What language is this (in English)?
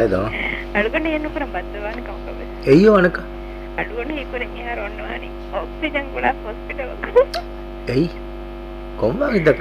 Divehi